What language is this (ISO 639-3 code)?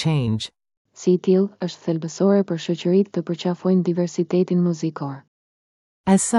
sqi